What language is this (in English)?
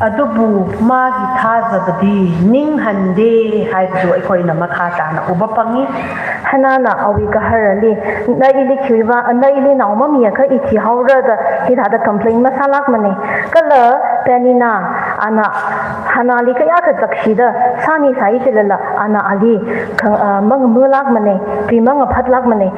Tangkhul Naga (India)